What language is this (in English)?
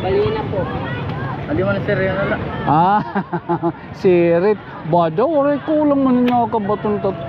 Waray